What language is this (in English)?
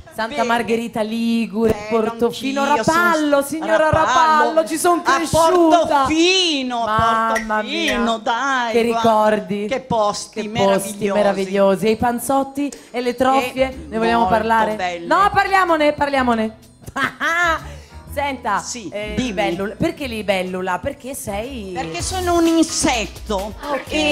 Italian